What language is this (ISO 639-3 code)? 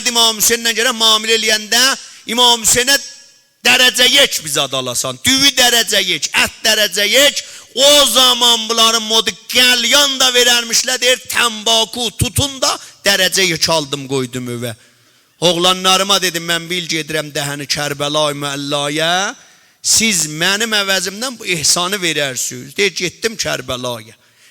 azb